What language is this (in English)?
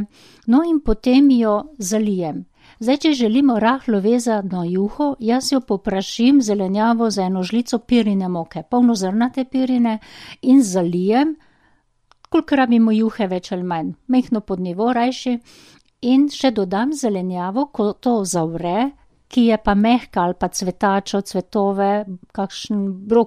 Slovenian